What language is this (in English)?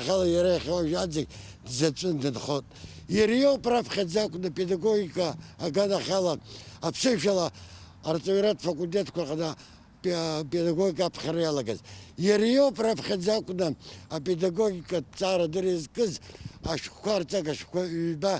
Abkhazian